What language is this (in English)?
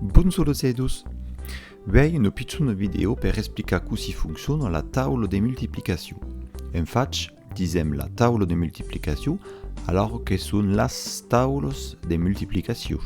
Occitan